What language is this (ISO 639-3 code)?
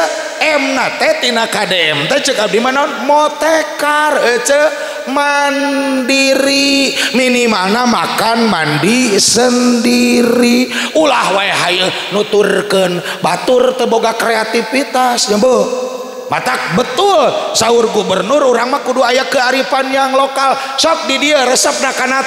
sun